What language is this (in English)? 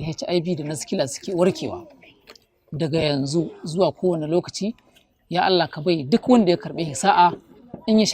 Hausa